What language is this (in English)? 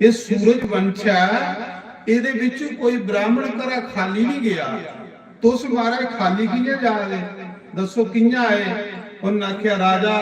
Dogri